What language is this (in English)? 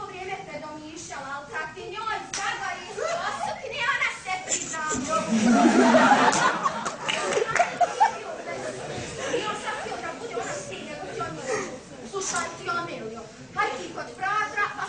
Bosnian